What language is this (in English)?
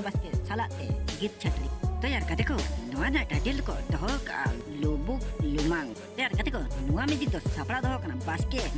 Santali